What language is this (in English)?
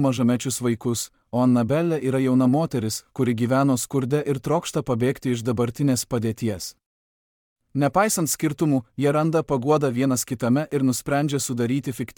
Lithuanian